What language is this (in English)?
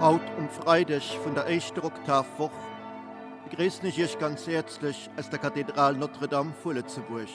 Luxembourgish